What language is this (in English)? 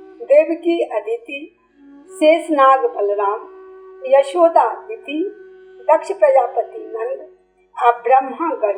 Maithili